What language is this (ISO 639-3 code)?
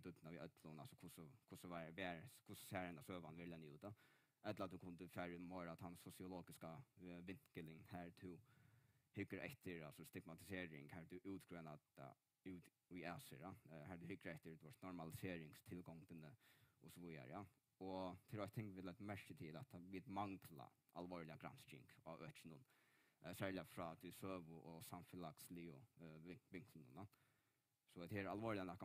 fao